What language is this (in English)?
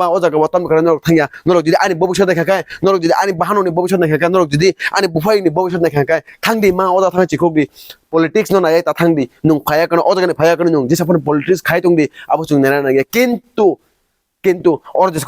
Kok Borok